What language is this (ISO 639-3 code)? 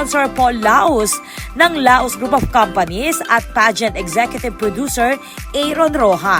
pam